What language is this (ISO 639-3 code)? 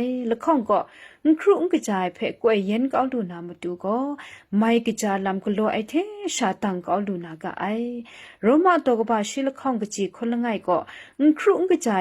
kac